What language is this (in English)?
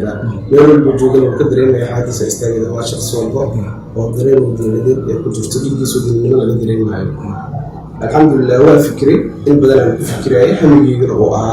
Somali